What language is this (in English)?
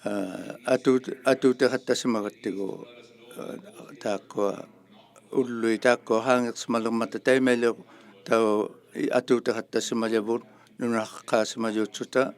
Inuktitut